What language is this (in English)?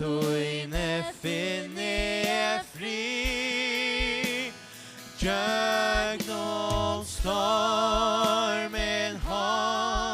Faroese